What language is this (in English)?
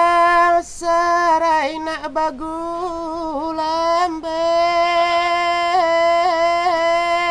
Minangkabau